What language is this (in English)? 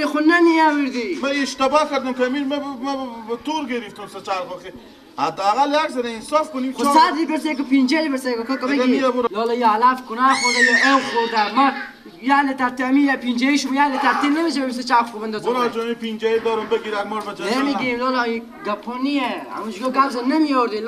Persian